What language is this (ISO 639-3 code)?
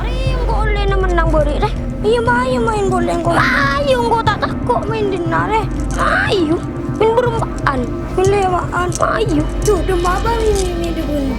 mad